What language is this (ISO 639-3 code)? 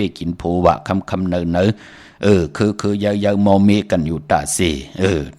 shn